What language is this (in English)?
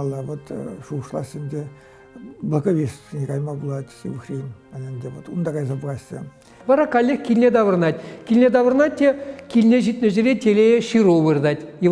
Chuvash